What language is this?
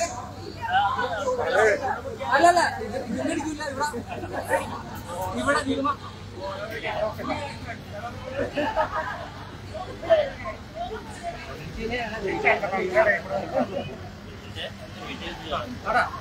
Malayalam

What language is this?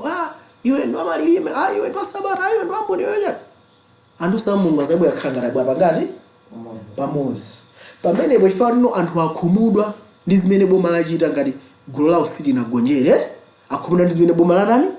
Nyanja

